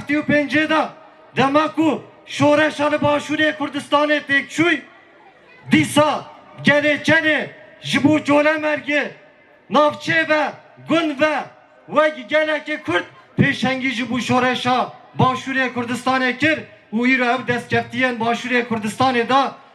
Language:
Kurdish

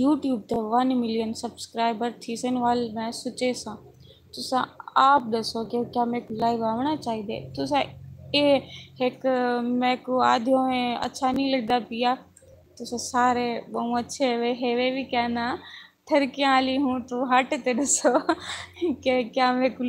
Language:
Saraiki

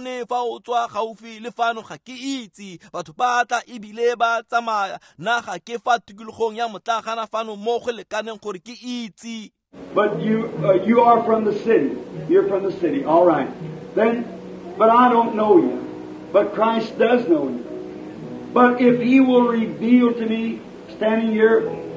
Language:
Tswana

